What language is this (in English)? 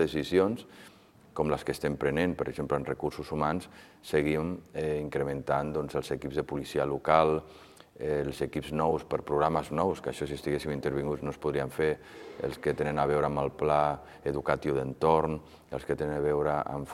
Catalan